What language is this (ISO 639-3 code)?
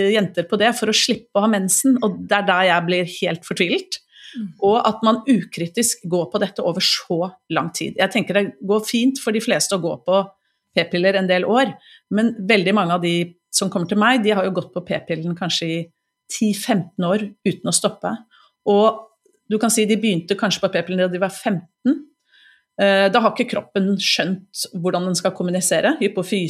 nor